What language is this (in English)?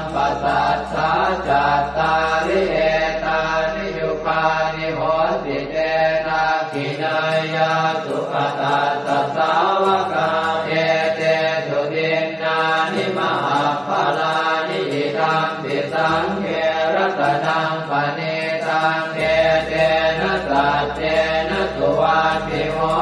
Pali